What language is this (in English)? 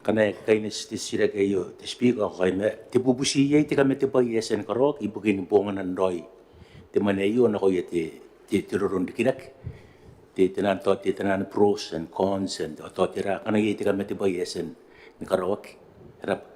Gilbertese